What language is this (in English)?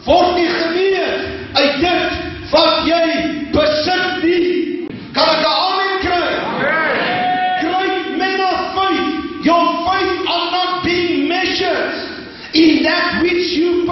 Afrikaans